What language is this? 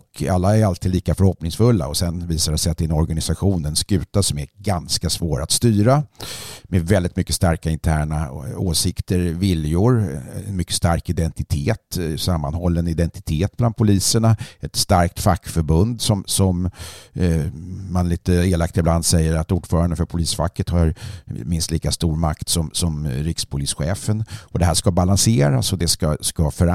Swedish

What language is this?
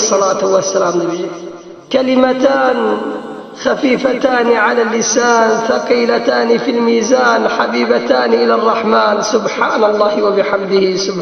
Kurdish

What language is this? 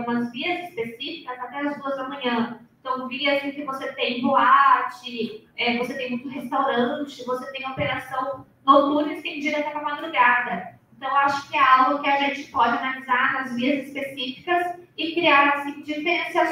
Portuguese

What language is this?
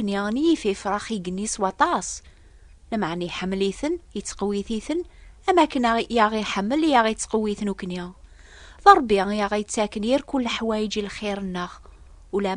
Kabyle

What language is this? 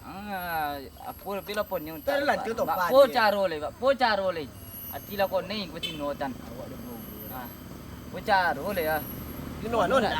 Minangkabau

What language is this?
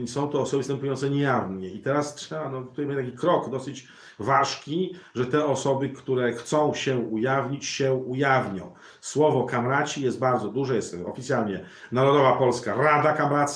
Polish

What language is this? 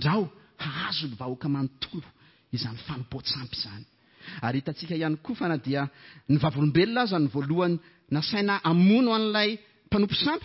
Malagasy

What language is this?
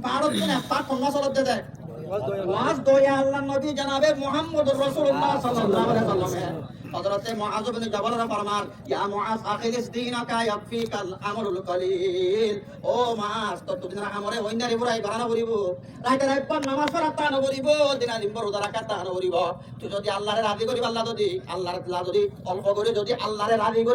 Rohingya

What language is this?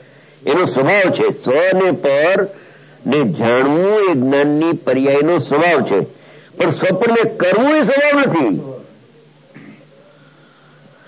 Gujarati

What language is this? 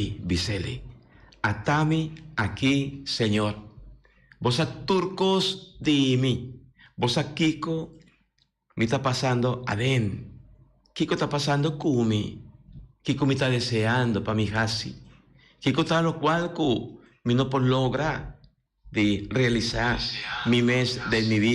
Papiamento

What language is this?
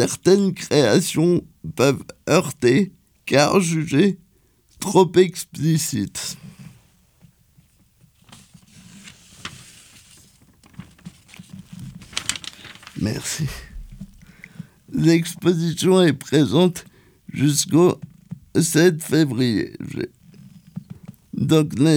French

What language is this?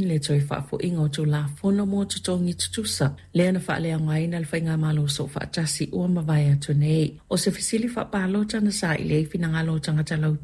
Samoan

